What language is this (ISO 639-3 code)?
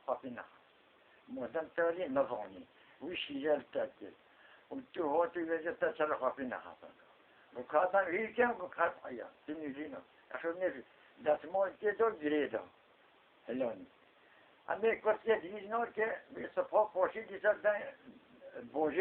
kur